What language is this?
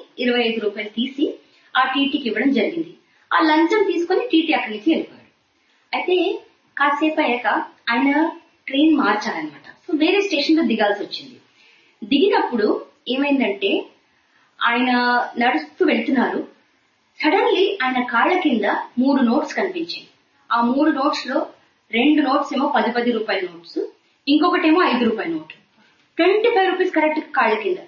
Telugu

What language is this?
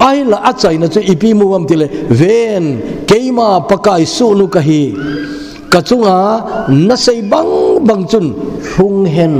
Thado Chin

